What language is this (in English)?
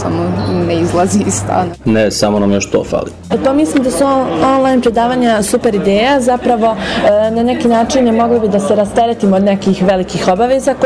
Serbian